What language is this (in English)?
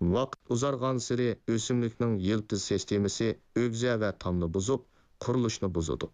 Uyghur